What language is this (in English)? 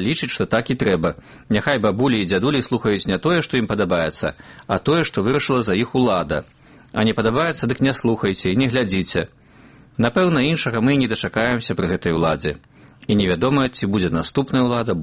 Belarusian